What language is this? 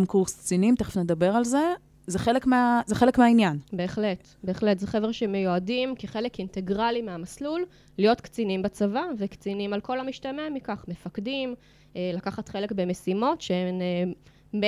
Hebrew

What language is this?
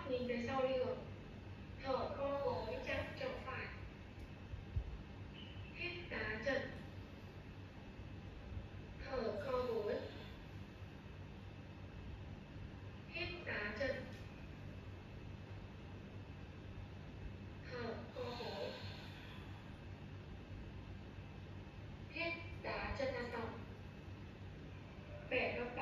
Vietnamese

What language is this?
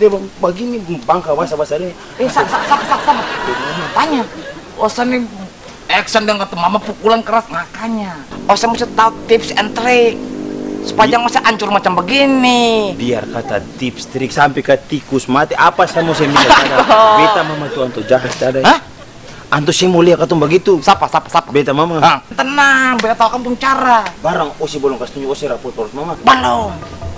Ambonese Malay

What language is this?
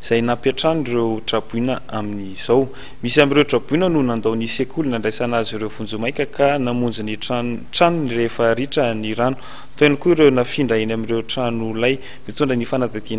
Malagasy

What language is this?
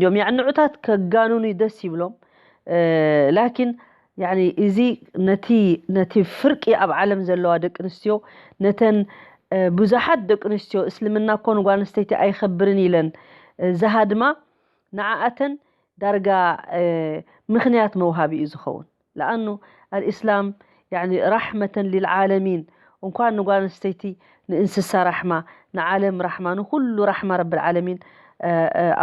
Tigrinya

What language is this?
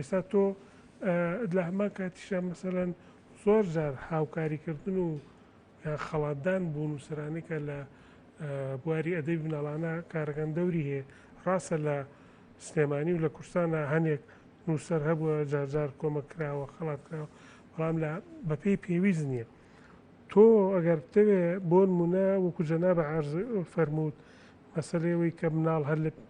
Central Kurdish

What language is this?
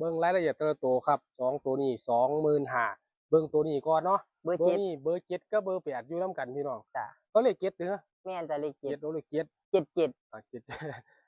Northeastern Thai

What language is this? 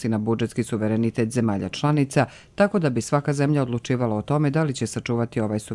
Croatian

